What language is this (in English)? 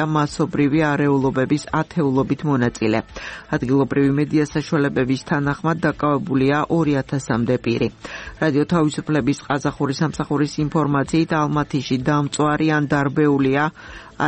Georgian